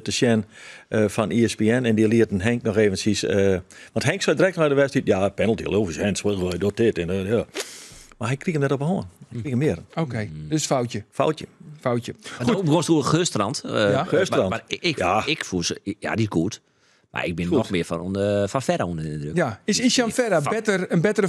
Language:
Western Frisian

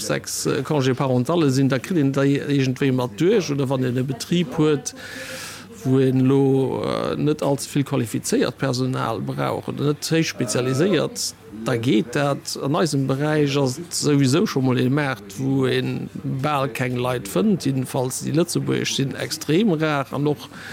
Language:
Luxembourgish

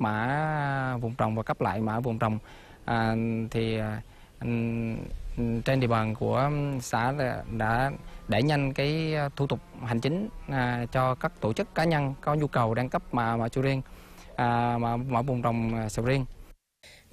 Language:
Vietnamese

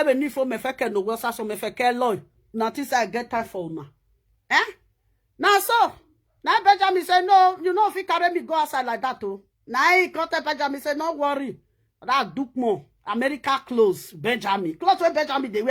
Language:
Nigerian Pidgin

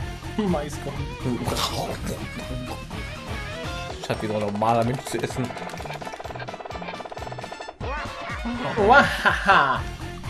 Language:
German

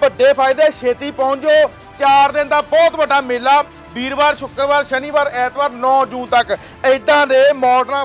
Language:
Punjabi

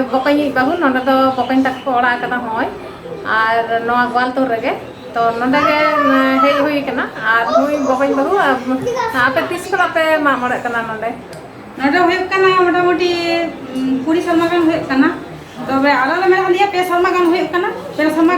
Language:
Santali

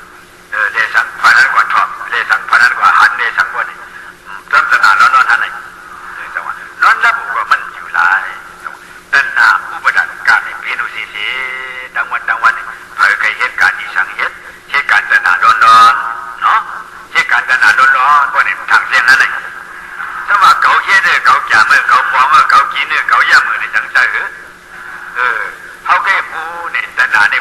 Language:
Shan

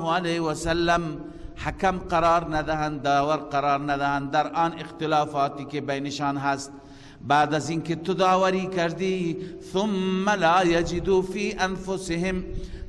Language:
Persian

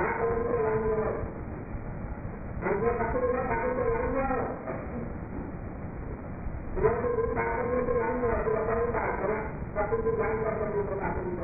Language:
Hindi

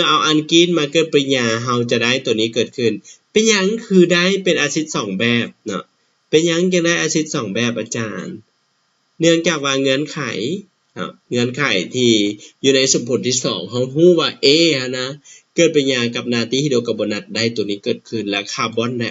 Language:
Lao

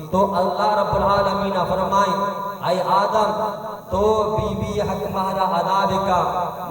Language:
Baluchi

